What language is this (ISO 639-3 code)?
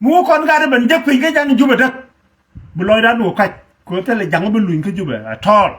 nus